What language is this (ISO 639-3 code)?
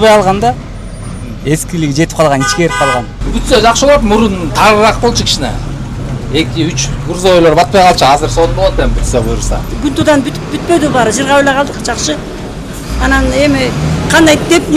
kir